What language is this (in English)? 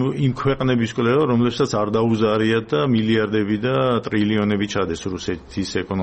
Georgian